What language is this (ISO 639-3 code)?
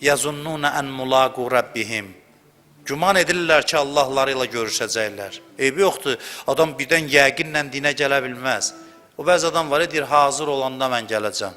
aze